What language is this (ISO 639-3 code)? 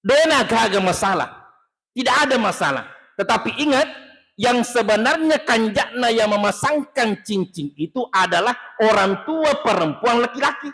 bug